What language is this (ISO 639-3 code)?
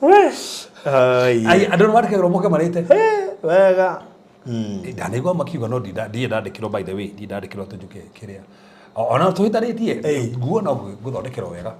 kik